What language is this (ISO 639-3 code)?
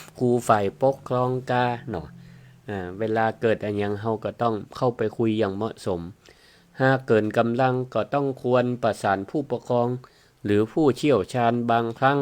nod